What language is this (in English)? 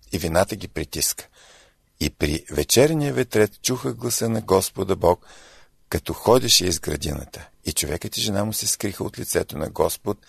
Bulgarian